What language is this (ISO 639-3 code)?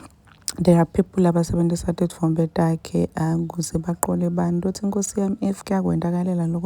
zul